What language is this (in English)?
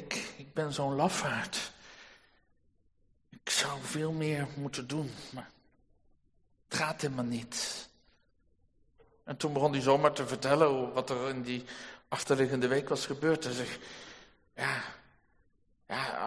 Dutch